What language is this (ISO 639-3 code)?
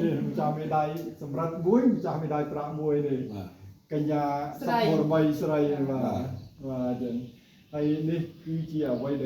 khm